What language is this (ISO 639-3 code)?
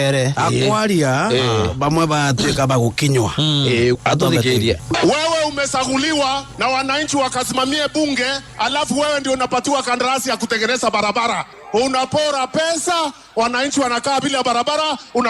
mer